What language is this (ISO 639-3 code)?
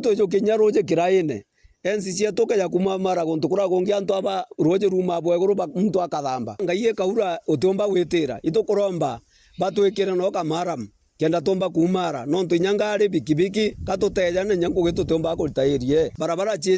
mer